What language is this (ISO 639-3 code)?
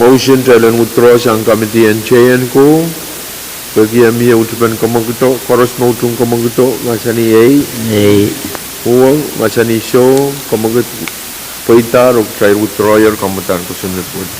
pon